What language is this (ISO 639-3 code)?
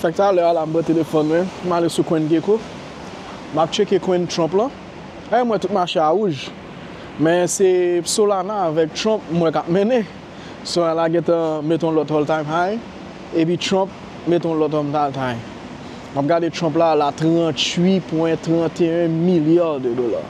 hat